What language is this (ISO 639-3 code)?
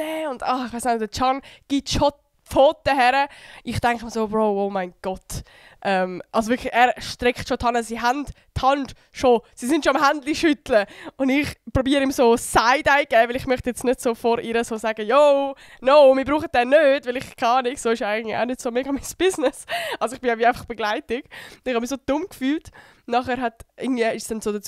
gsw